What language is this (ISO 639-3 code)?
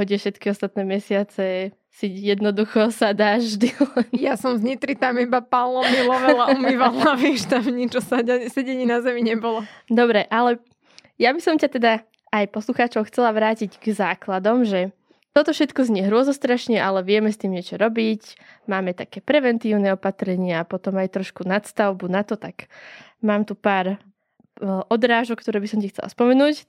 slk